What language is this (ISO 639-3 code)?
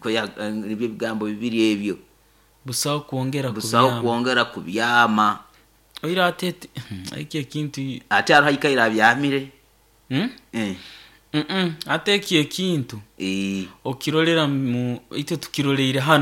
nyo